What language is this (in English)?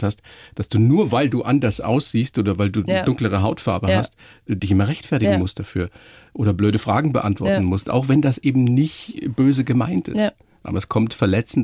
German